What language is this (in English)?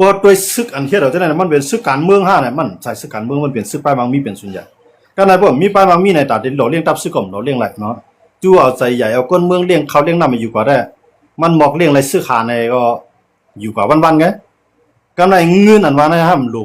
Shan